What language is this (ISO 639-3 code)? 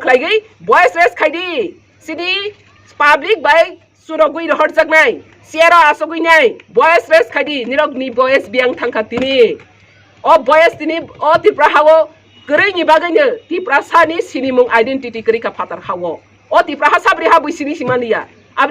trp